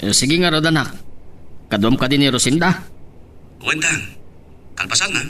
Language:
Iloko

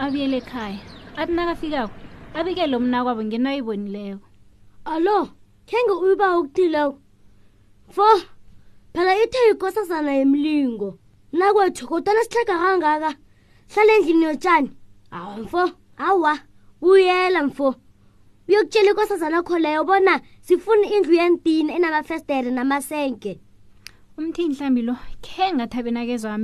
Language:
South Ndebele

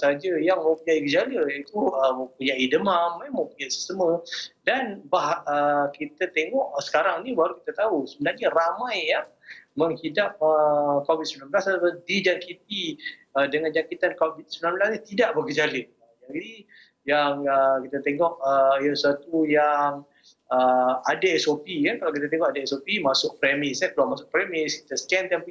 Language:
Malay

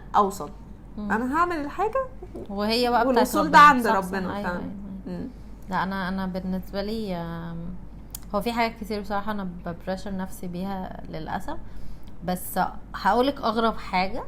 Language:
Egyptian Arabic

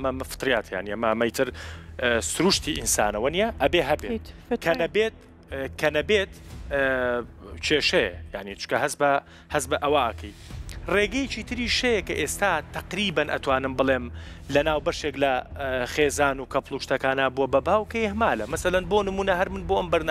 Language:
Central Kurdish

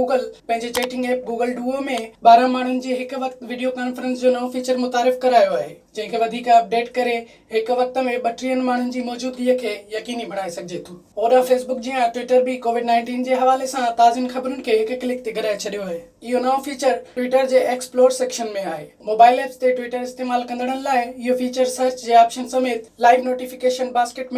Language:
Sindhi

